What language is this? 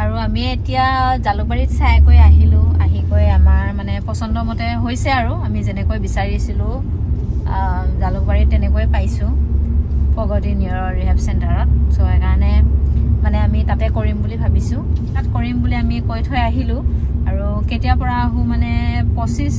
Assamese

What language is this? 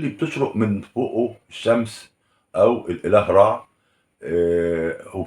Egyptian Arabic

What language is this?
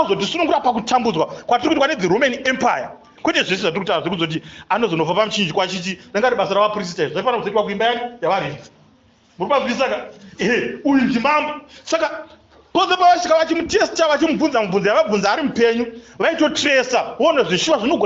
Shona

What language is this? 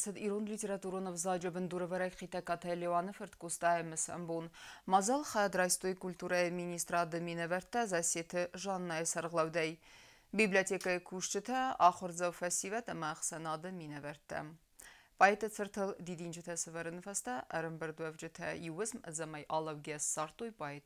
Ossetic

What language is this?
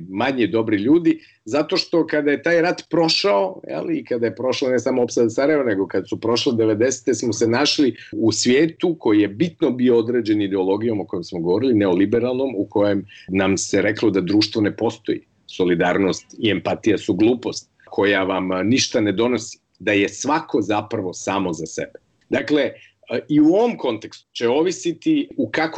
Croatian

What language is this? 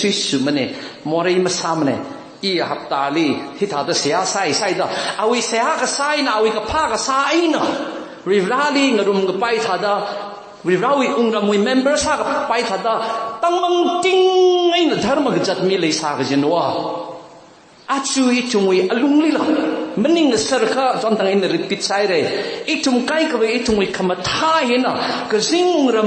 Tangkhul Naga (India)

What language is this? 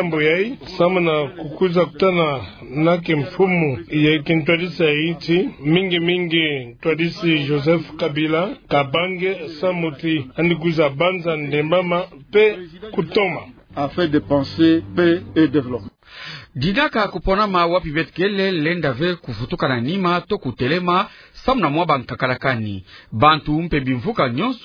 Kituba (Democratic Republic of Congo)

